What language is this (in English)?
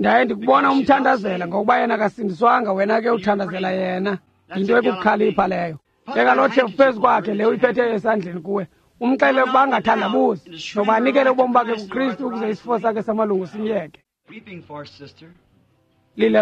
Xhosa